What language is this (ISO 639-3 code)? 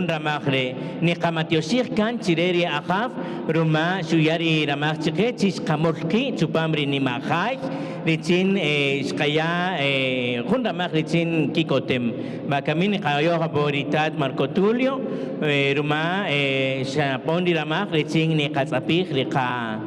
cak